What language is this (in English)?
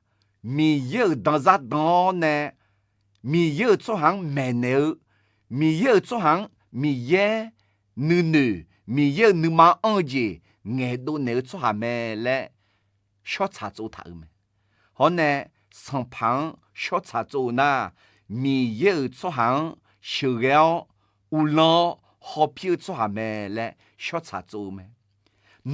Akha